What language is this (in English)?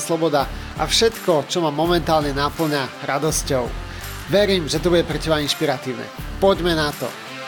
Slovak